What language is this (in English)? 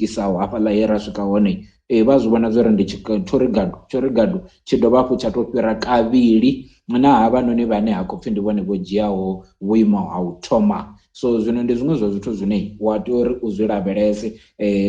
Venda